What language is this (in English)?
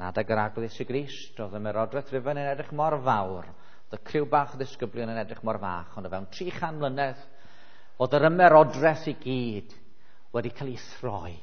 Welsh